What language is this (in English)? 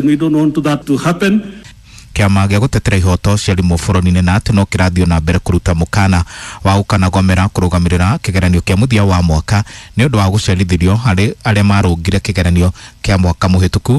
Kikuyu